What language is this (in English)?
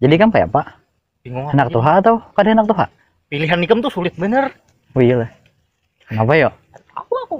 Banjar